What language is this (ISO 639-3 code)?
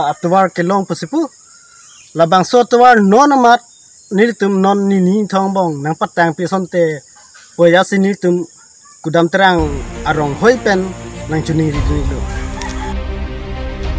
mjw